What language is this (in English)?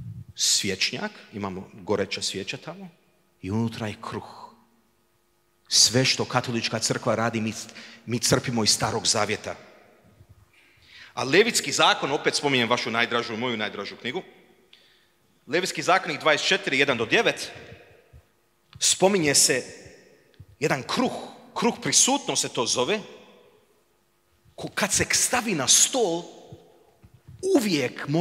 Croatian